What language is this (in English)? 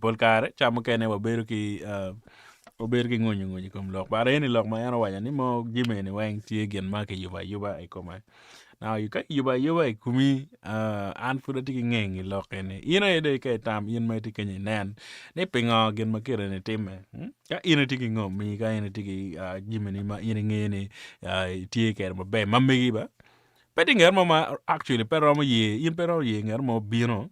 Acoli